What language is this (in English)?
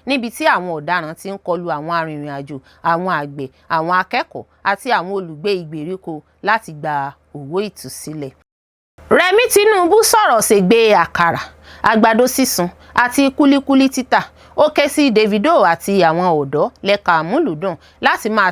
Yoruba